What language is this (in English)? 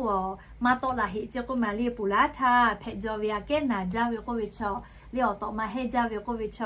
Lahu